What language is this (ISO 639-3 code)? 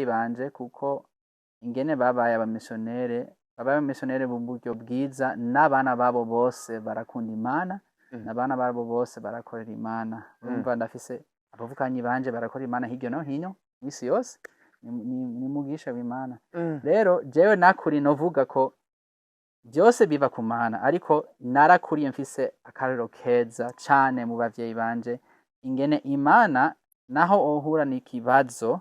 run